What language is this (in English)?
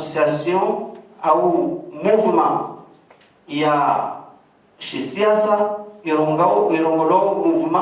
Ngazidja Comorian